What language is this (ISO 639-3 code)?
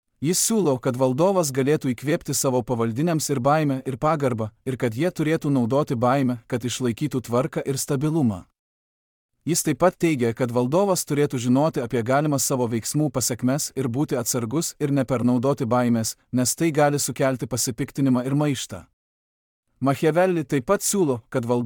lit